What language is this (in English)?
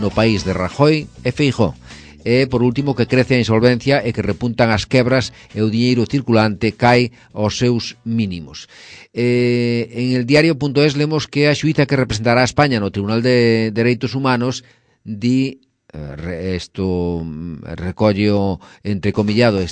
Galician